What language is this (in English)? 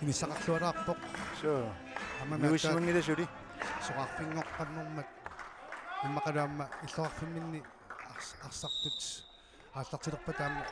Kalaallisut